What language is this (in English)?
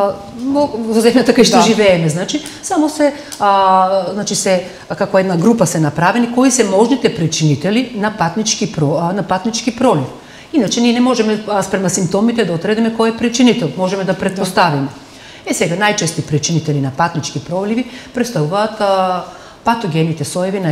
Macedonian